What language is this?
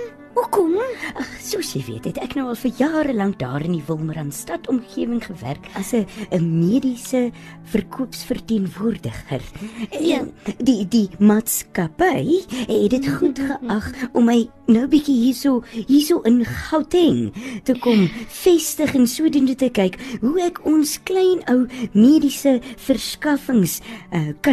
Afrikaans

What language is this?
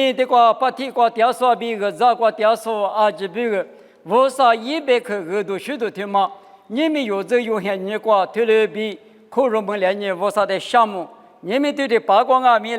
Lisu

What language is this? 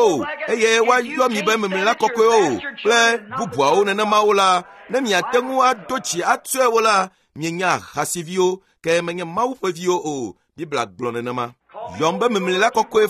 Ewe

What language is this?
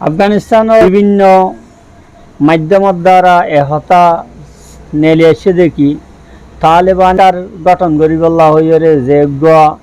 Rohingya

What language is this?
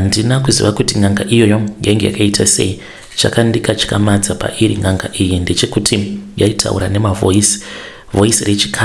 Shona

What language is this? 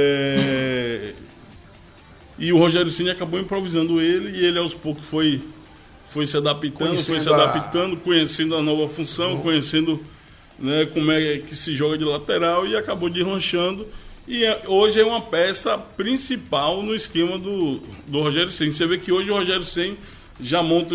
Portuguese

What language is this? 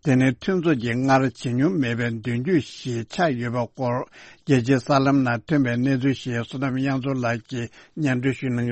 Tibetan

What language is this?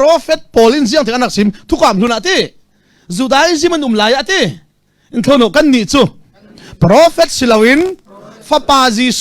Hakha Chin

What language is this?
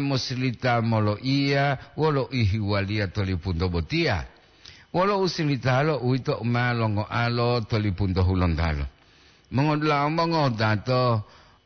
Gorontalo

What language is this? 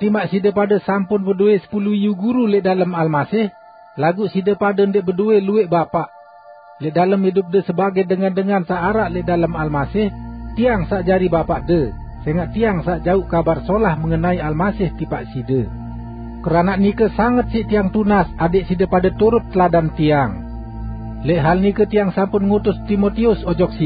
Sasak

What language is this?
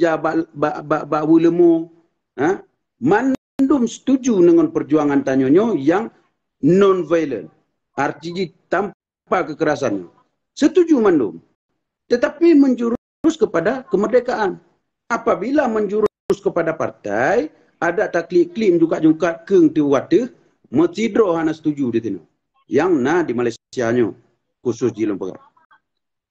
Achinese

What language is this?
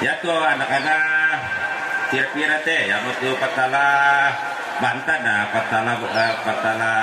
Toraja-Sa'dan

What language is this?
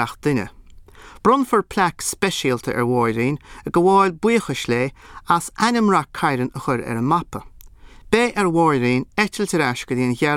Irish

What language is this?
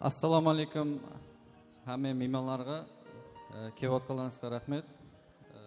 Kara-Kalpak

